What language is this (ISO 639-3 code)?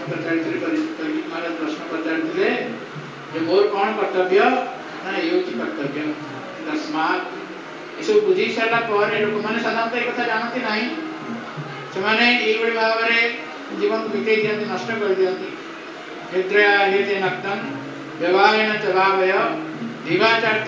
ori